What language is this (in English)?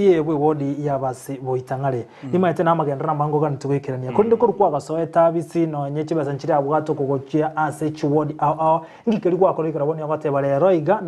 Gusii